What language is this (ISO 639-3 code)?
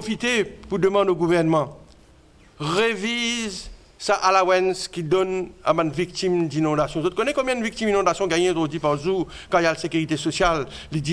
mfe